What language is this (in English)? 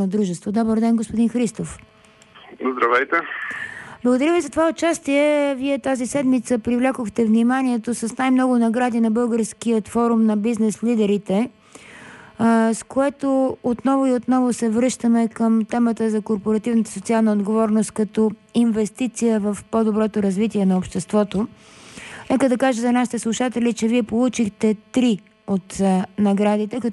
Bulgarian